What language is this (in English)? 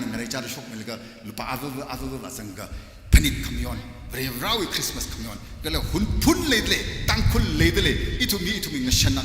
Tangkhul Naga (India)